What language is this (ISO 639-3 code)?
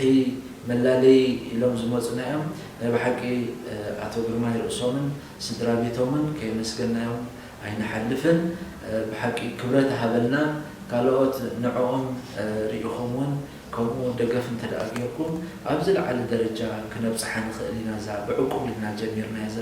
tir